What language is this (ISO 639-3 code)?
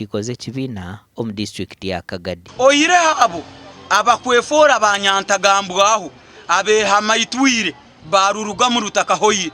nyn